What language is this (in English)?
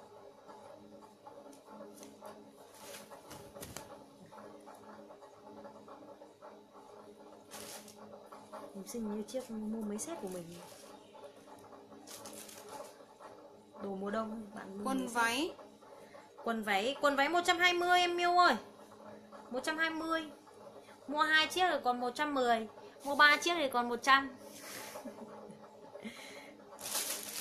Vietnamese